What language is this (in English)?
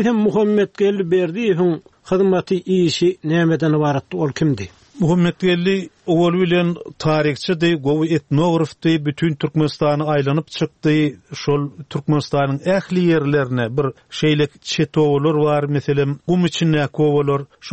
Turkmen